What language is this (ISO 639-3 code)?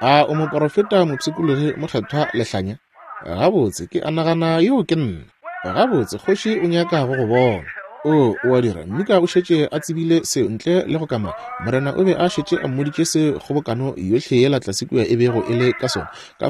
nso